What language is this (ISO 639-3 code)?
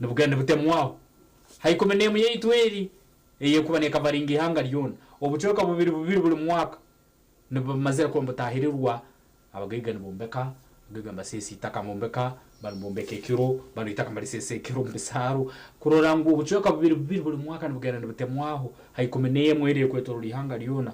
nyn